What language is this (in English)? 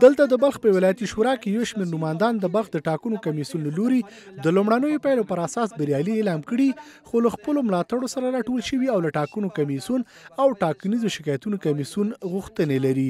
Pashto